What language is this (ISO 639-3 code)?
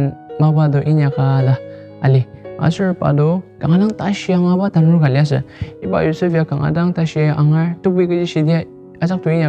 njo